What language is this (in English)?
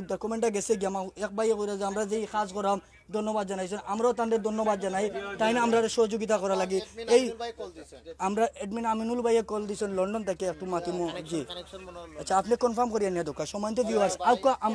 Sylheti